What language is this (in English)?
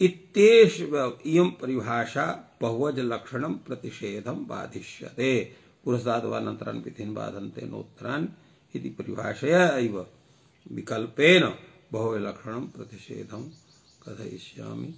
Sanskrit